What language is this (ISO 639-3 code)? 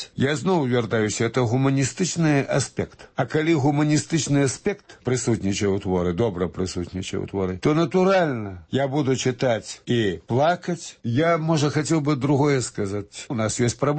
bel